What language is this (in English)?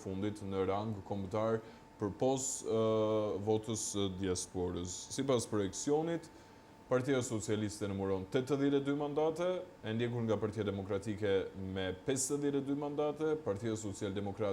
Albanian